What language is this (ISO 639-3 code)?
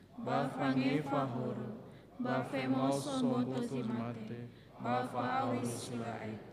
nia